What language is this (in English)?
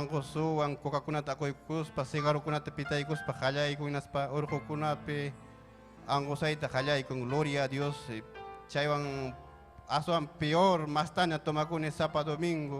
Ayacucho Quechua